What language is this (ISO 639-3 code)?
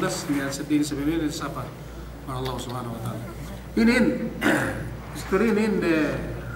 yka